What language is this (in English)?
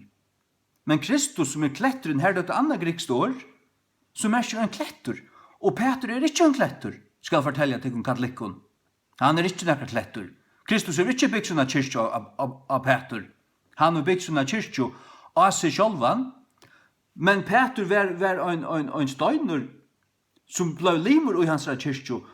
Faroese